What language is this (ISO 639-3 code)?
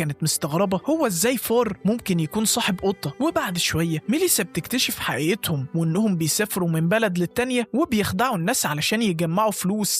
arz